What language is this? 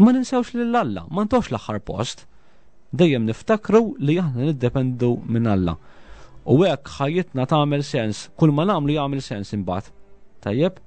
Maltese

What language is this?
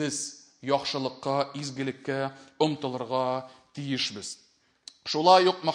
Tatar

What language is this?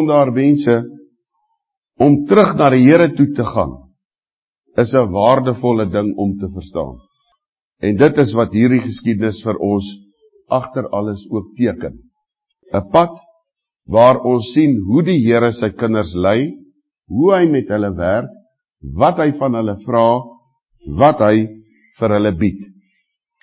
Afrikaans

